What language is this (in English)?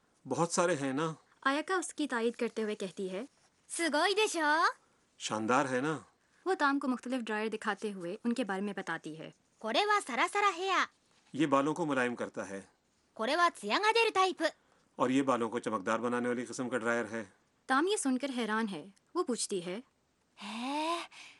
Urdu